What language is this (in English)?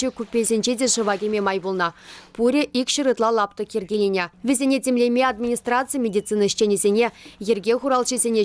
Chuvash